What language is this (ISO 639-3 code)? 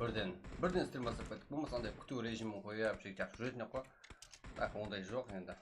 kaa